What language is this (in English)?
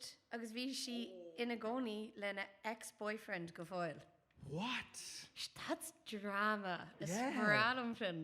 Irish